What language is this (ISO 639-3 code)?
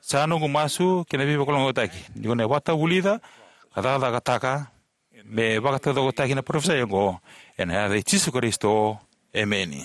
fij